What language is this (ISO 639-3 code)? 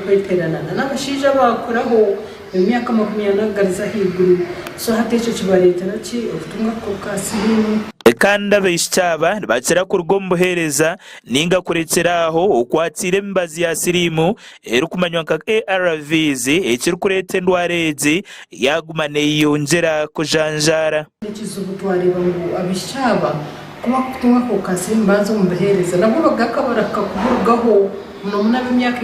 nyn